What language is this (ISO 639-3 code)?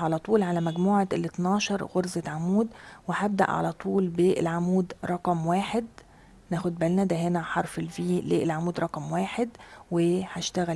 arz